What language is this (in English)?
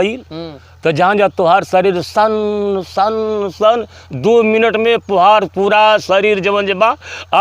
Bhojpuri